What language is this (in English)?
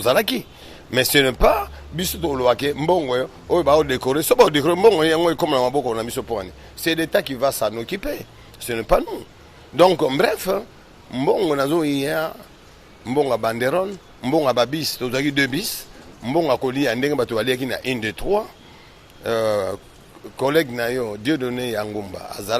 Lingala